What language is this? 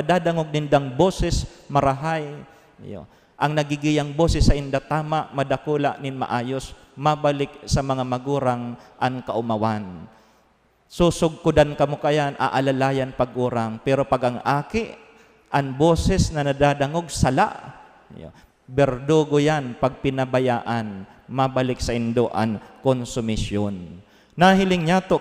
Bikol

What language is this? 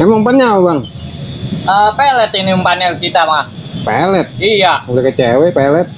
Betawi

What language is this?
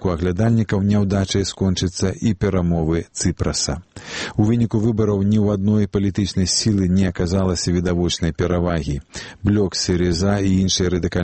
Belarusian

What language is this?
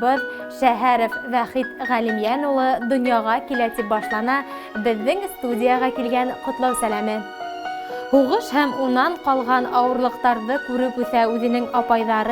Bashkir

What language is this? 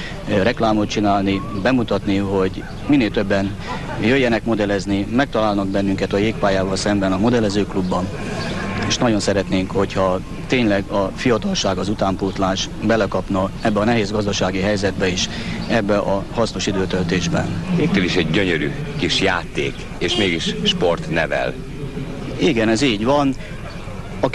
Hungarian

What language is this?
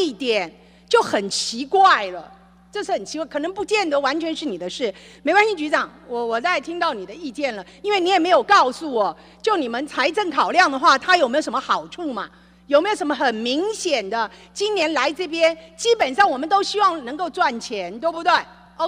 Chinese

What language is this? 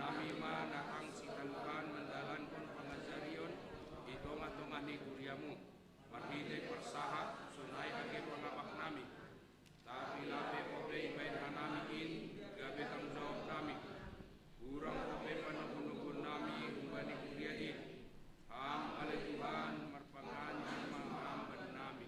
Batak Simalungun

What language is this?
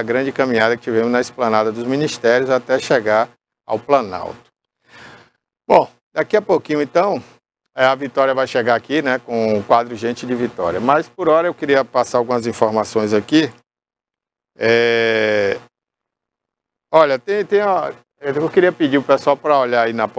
Portuguese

